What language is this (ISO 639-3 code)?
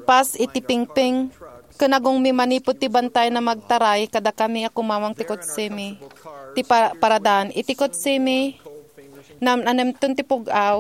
ilo